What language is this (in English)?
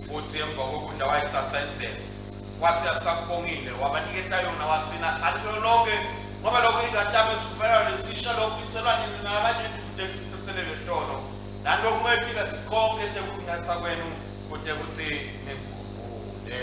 Swati